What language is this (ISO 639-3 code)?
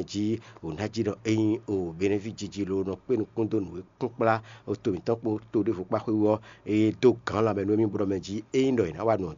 fon